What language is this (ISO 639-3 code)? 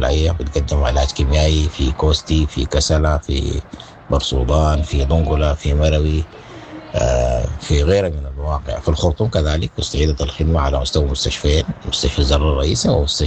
apd